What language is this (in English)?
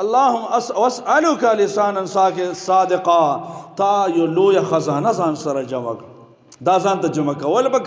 Pashto